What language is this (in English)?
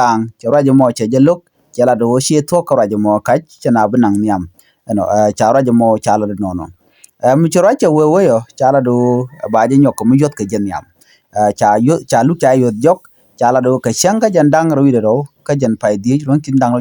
Nuer